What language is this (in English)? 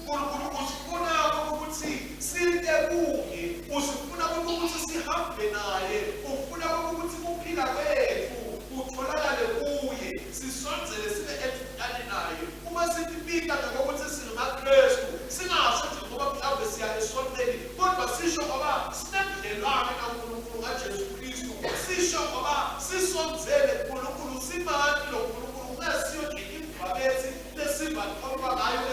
Swati